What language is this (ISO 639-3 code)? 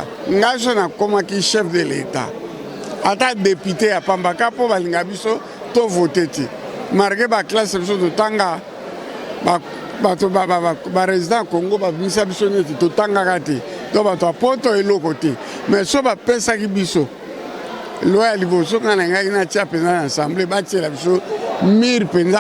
lin